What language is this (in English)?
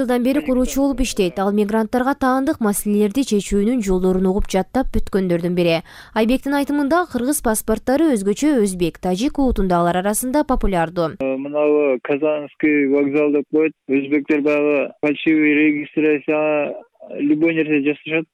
Kyrgyz